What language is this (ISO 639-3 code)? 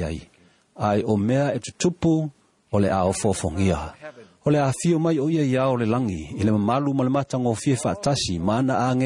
smo